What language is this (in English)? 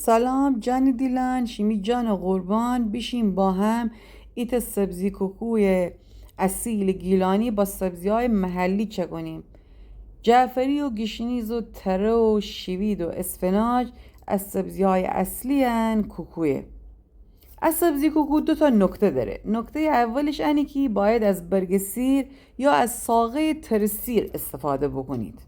Gilaki